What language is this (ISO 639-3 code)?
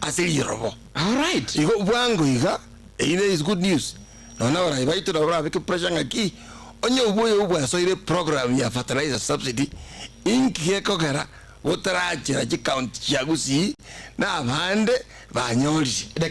guz